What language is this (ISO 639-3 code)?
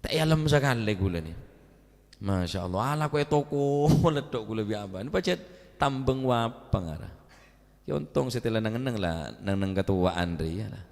mad